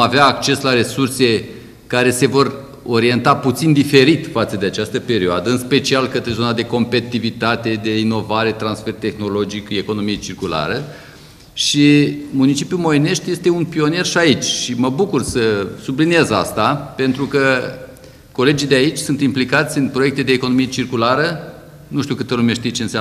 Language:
Romanian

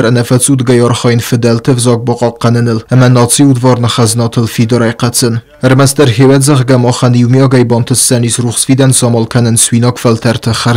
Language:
Ossetic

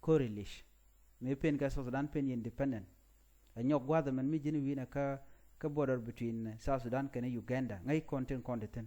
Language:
Nuer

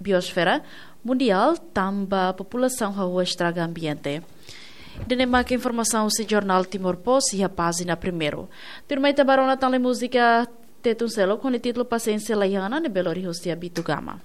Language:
Tetum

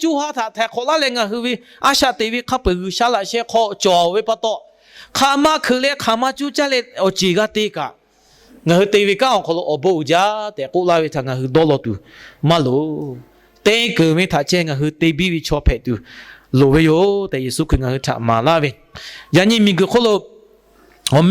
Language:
Lahu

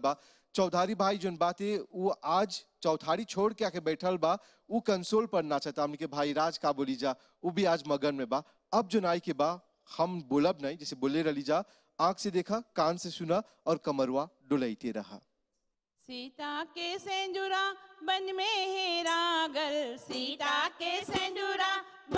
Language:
Bhojpuri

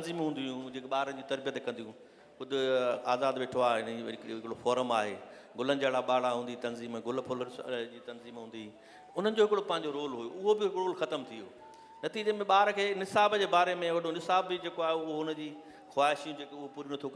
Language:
Sindhi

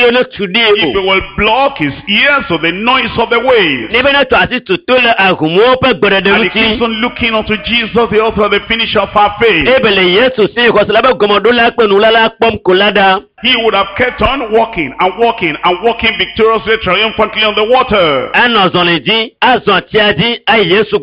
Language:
Ewe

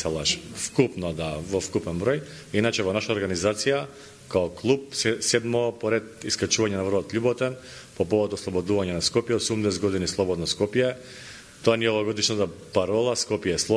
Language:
Macedonian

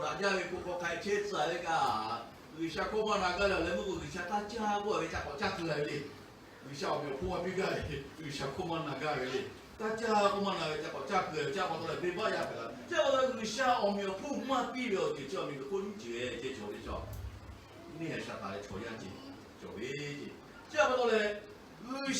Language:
Lahu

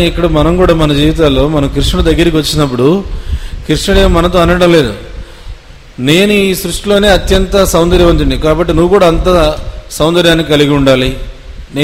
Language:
Telugu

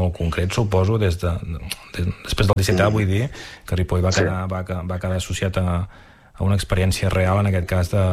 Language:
Catalan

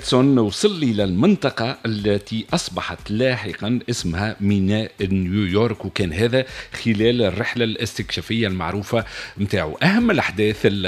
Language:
Tunisian Arabic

